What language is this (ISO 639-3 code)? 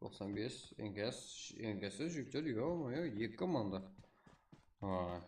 kaa